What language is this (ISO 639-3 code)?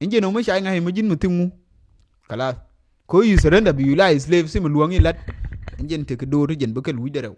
nus